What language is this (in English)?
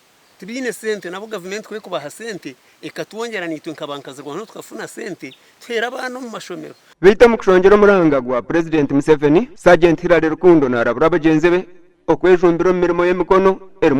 Nyankole